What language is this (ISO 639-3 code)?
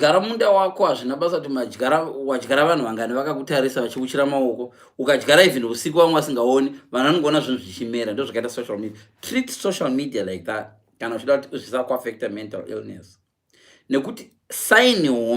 sna